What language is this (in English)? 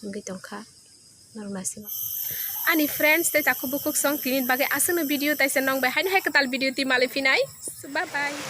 Kok Borok